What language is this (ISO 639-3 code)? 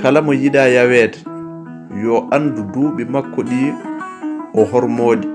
ful